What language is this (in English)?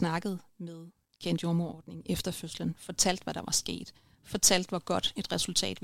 Danish